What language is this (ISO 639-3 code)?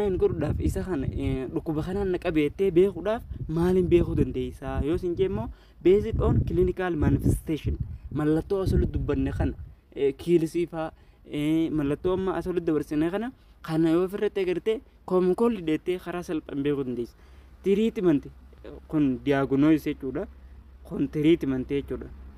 orm